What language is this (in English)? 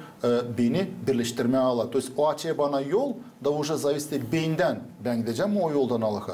Gagauz